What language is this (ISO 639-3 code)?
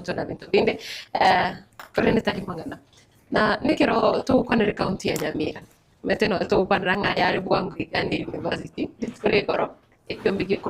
guz